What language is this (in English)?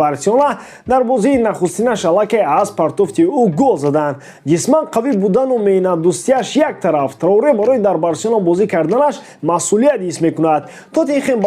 Tajik